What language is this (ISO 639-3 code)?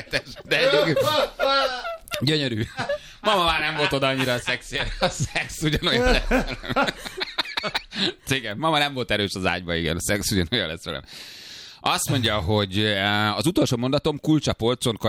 hun